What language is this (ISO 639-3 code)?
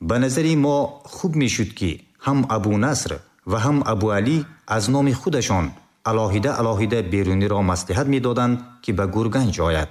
tgk